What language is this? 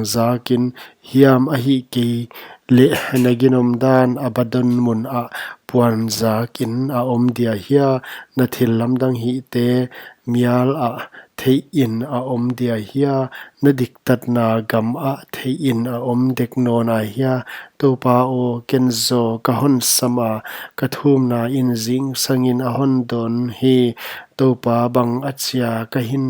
Paite Chin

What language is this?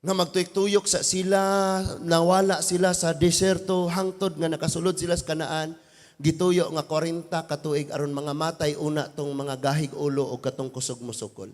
Cebuano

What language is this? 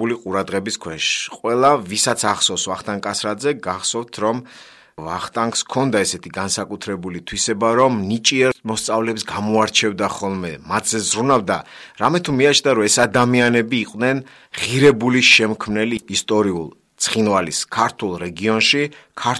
Georgian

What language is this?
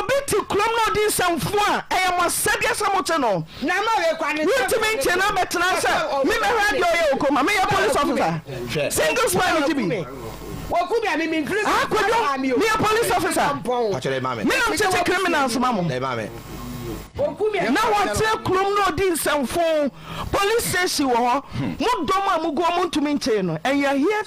Akan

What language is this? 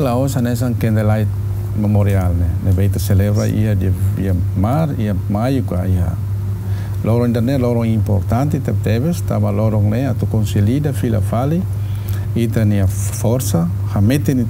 Tetum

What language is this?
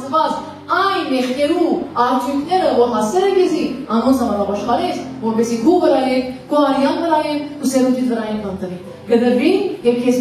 Western Armenian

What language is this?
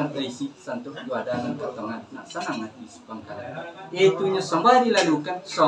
Minangkabau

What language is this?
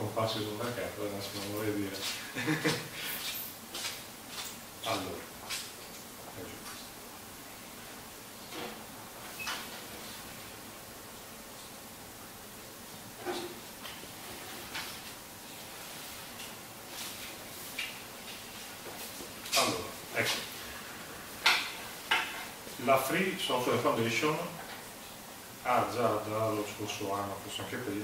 Italian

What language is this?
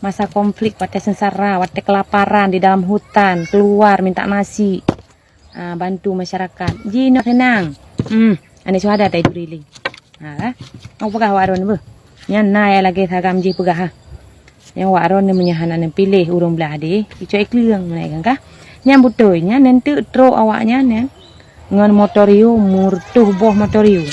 Achinese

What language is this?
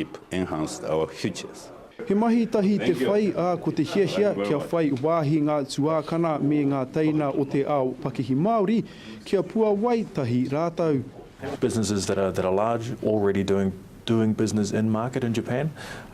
Māori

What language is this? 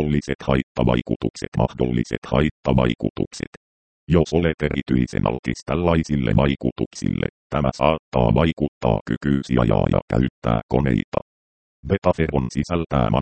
Finnish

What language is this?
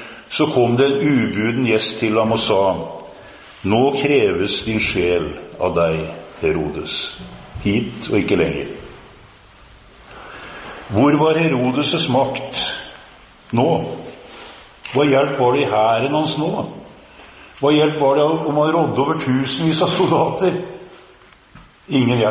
Norwegian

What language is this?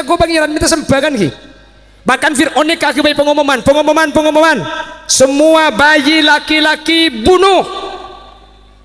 Madurese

